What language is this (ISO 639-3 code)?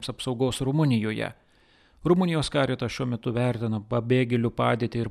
lit